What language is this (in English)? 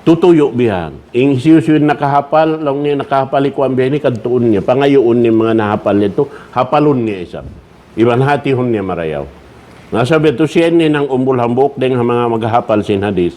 Tausug